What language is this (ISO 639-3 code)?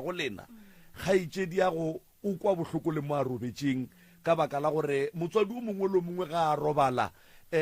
nso